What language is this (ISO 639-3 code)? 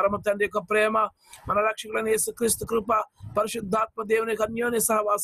tel